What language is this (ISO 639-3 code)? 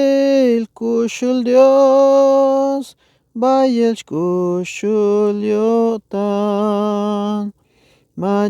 tzh